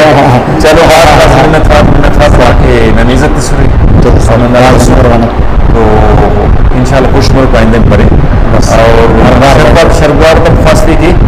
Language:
Brahui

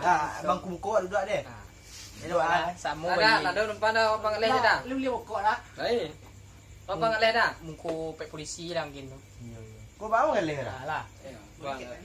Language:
Minangkabau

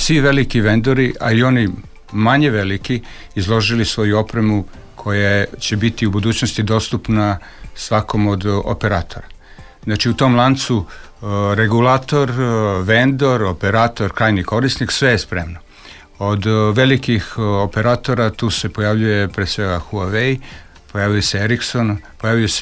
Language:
Serbian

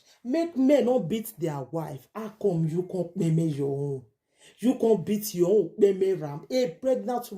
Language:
Nigerian Pidgin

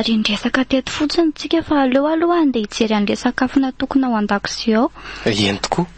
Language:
Malagasy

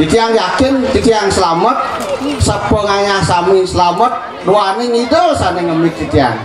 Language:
Balinese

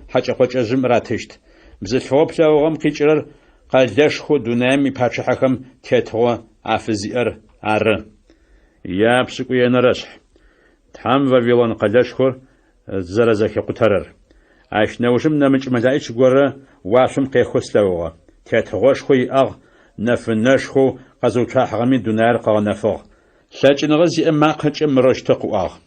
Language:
Adyghe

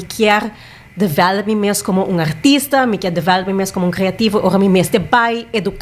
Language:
Papiamento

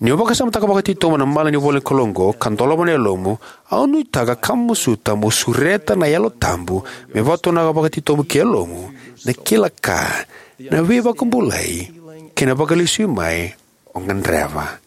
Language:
Fijian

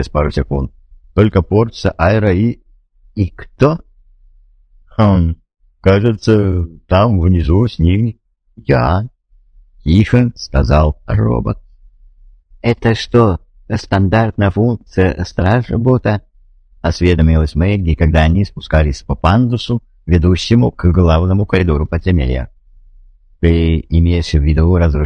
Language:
Russian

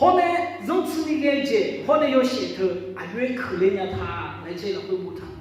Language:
Akha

